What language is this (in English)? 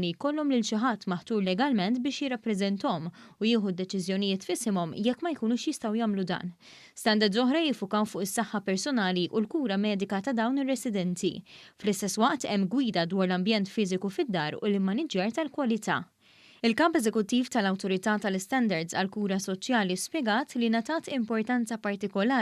Maltese